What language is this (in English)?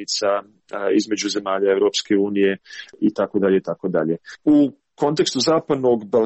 Croatian